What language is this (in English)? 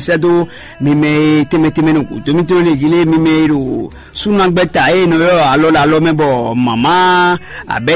Fon